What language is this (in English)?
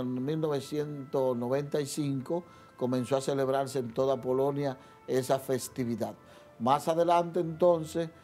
Spanish